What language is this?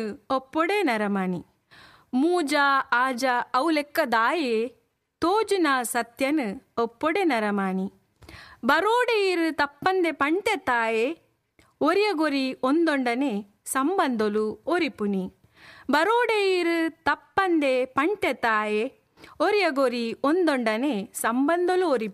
Tulu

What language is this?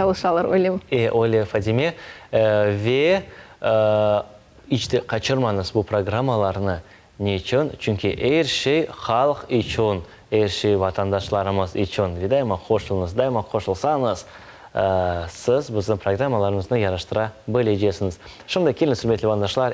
Crimean Tatar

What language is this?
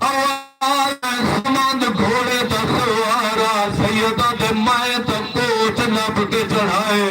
Saraiki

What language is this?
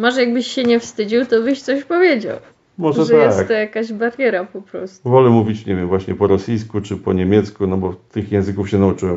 Polish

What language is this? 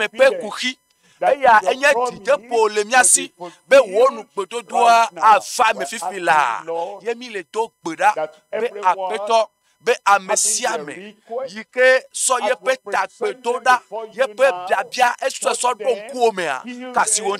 Ewe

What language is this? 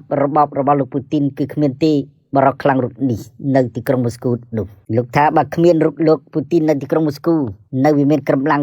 Khmer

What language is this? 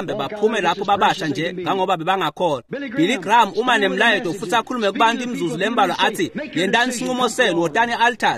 Swati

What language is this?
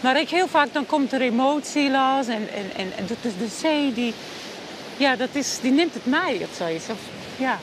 Western Frisian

